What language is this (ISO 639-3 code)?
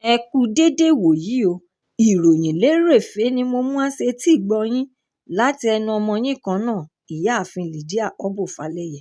yor